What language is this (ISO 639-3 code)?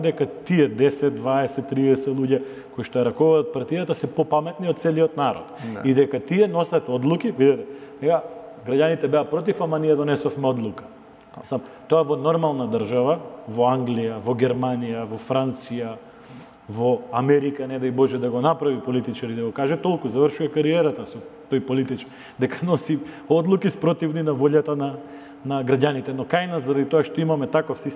mkd